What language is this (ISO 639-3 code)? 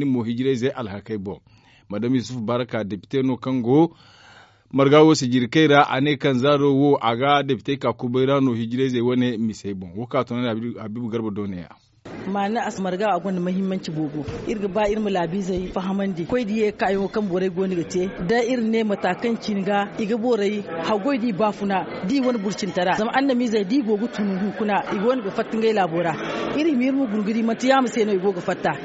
dje